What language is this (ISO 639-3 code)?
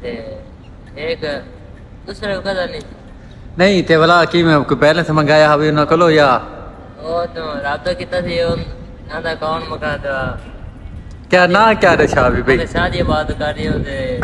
skr